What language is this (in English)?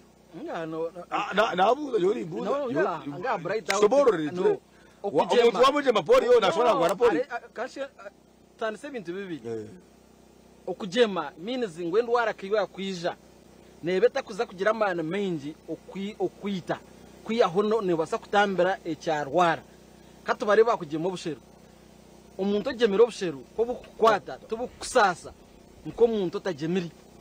Nyankole